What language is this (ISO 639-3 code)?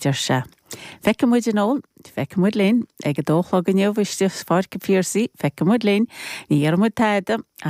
gle